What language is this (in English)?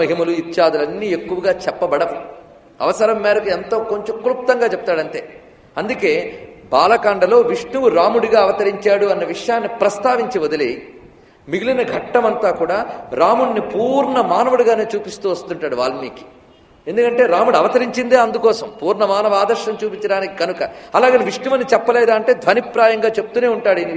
Telugu